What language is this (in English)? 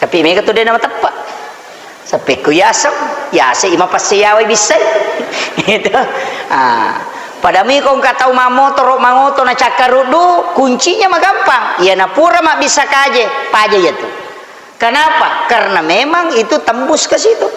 Buginese